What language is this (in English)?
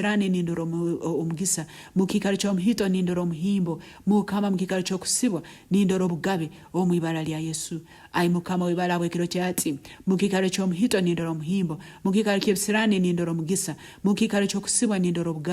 Nyankole